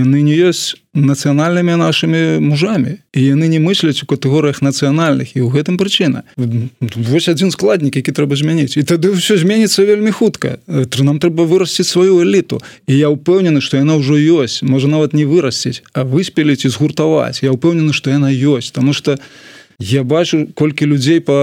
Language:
Belarusian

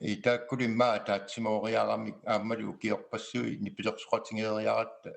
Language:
Kalaallisut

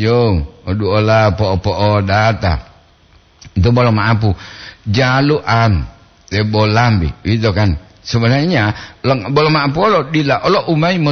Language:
Gorontalo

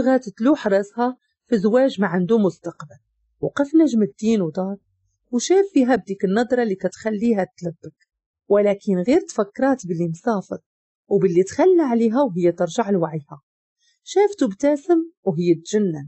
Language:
Moroccan Arabic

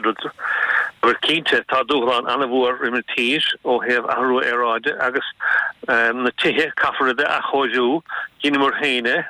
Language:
Irish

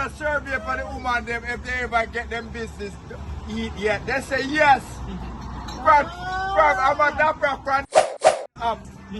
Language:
Jamaican Creole English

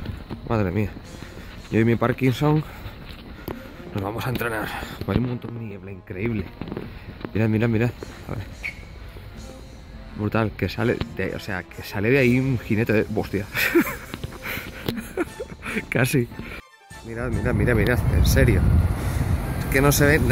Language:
Spanish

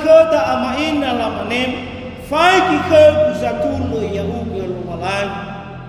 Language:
Nias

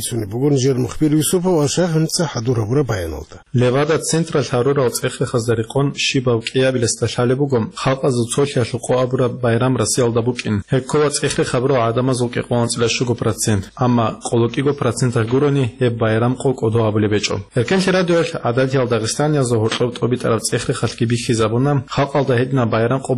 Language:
Avaric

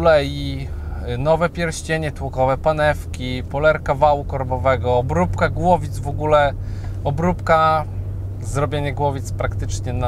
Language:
Polish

